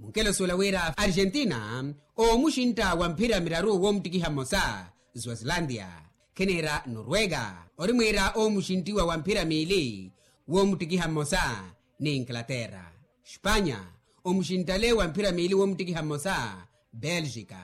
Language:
Makhuwa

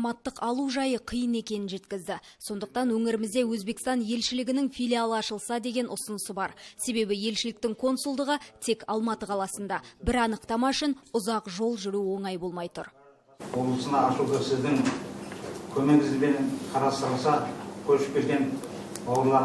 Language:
Kazakh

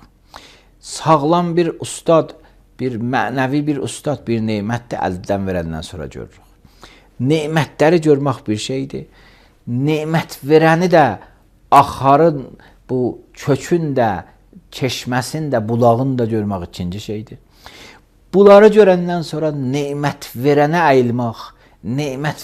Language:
Azerbaijani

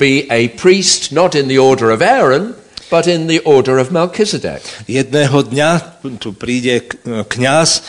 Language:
Slovak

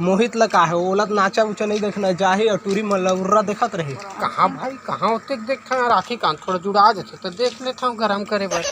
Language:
Chhattisgarhi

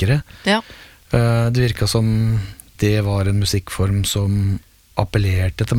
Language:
Norwegian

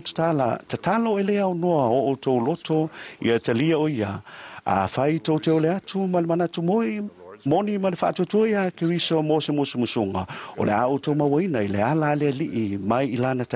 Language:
Samoan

